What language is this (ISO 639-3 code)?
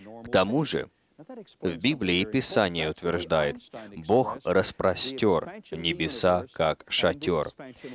rus